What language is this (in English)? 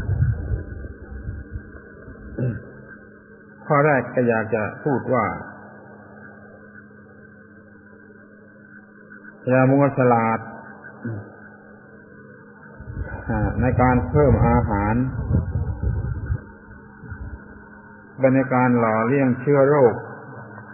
Thai